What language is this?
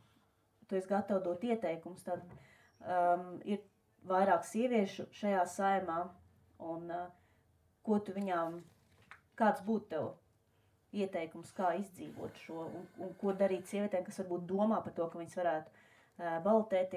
Latvian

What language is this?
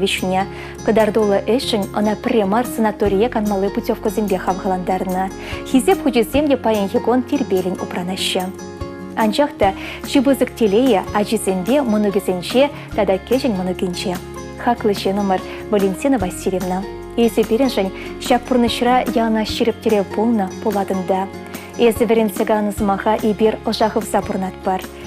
Chuvash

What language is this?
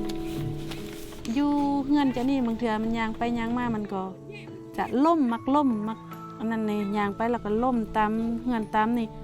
Lao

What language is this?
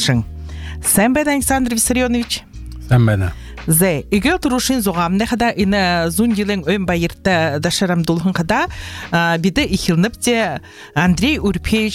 Buriat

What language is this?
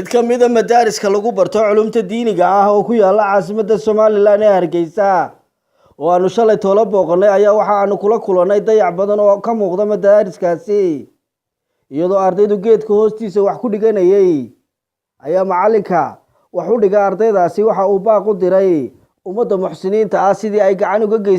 Somali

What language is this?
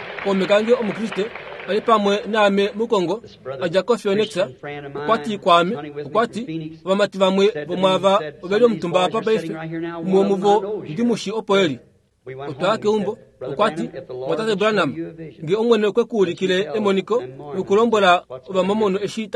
Kuanyama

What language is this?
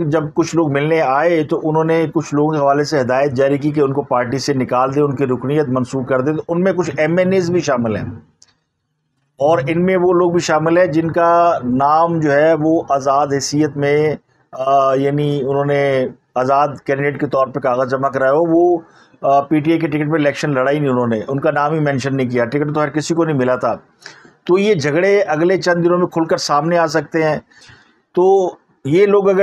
Urdu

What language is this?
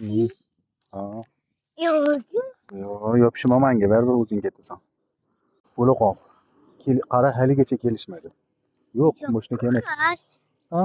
Uzbek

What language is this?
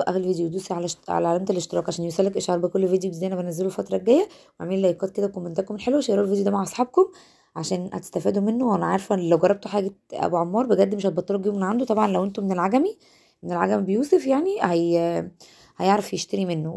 Egyptian Arabic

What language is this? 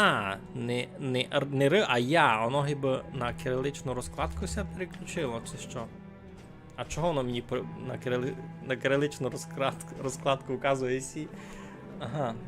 Rusyn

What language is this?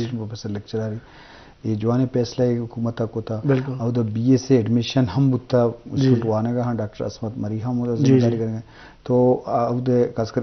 Eastern Balochi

